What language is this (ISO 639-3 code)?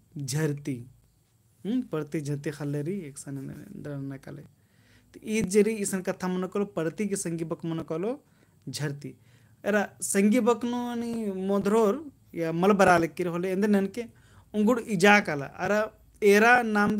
kru